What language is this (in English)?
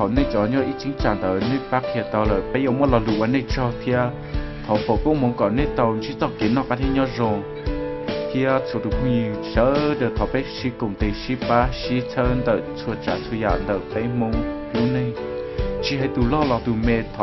Hmong